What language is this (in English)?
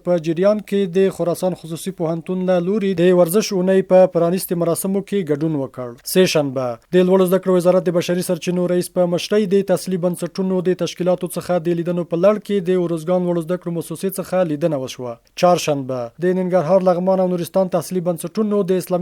Pashto